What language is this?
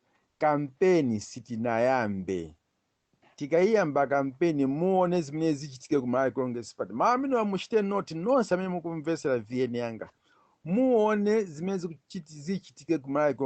Nyanja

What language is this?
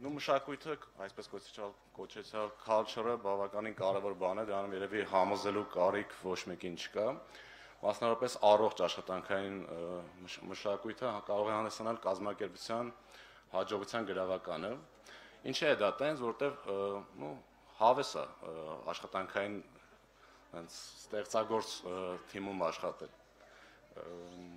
Armenian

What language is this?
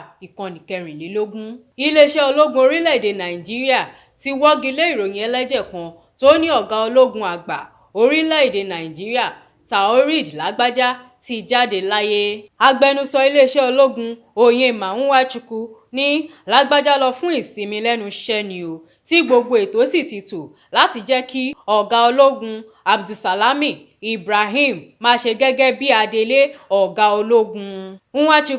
Yoruba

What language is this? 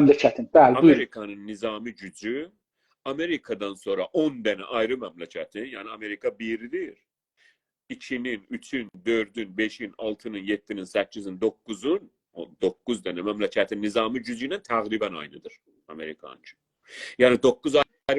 South Azerbaijani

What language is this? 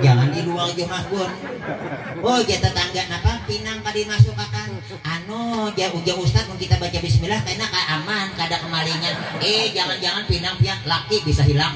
Banjar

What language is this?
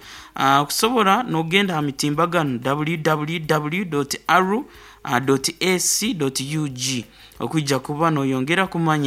Nyoro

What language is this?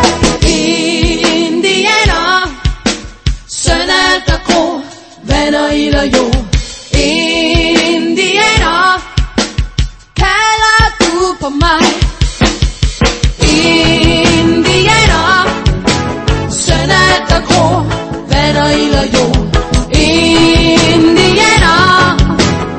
Danish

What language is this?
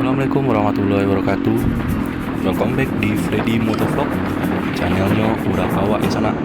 Minangkabau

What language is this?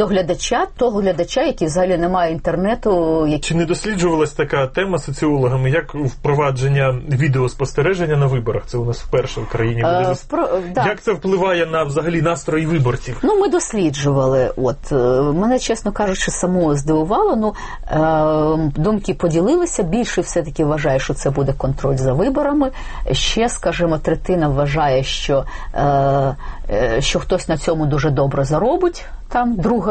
Ukrainian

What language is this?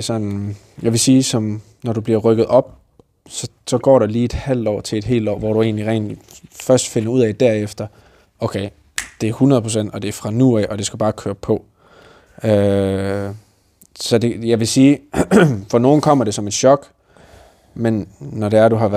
Danish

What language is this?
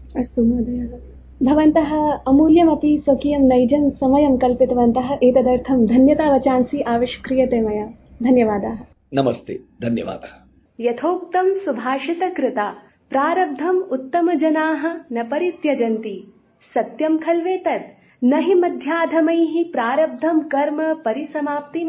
Sanskrit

